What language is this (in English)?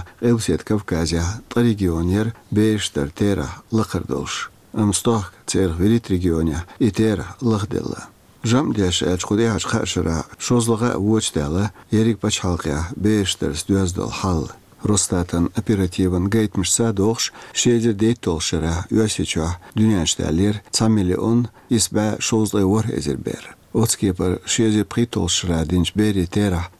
Chechen